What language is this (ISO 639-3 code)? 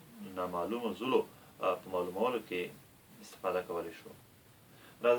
pus